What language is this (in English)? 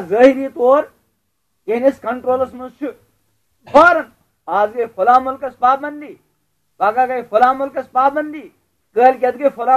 Kashmiri